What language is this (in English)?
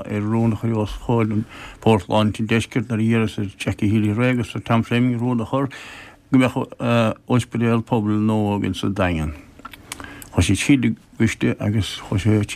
Irish